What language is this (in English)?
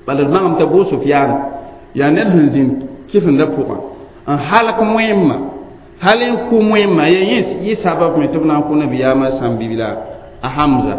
Mossi